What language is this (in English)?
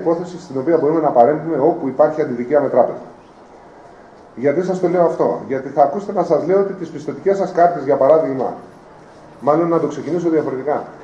Greek